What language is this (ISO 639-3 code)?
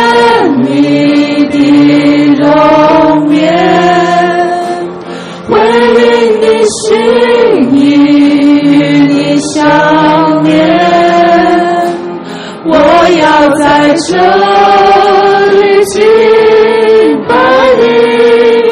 zho